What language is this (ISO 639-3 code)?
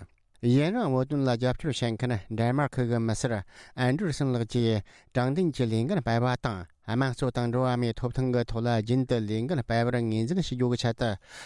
bod